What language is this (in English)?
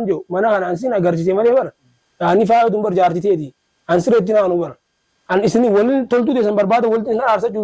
Oromo